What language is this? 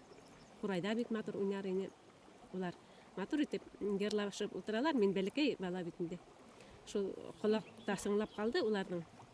Bashkir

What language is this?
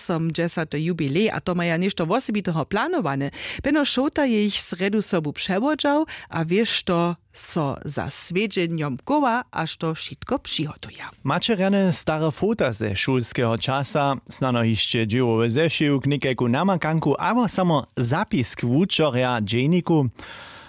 Upper Sorbian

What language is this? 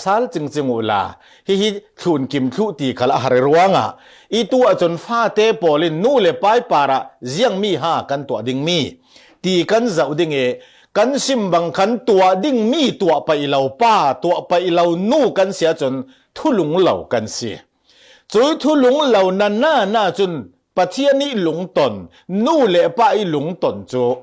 Falam Chin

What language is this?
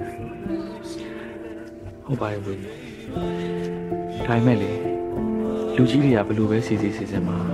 Burmese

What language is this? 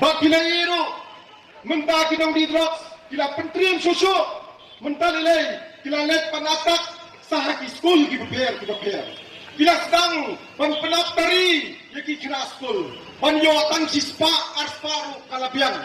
Khasi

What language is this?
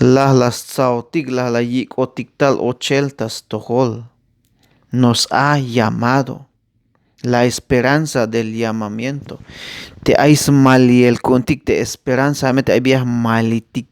Tzeltal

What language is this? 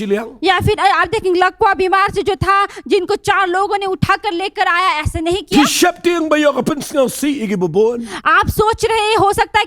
Khasi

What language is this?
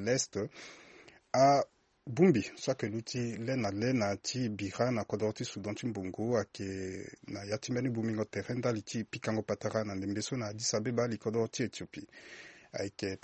Sango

